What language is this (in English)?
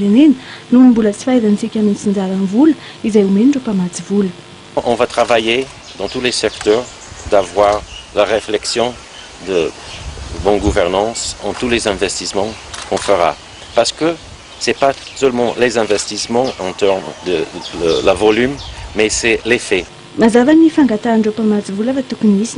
Malagasy